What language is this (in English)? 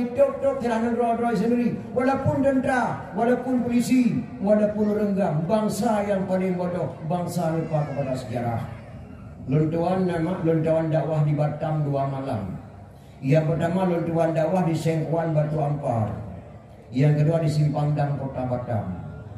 Achinese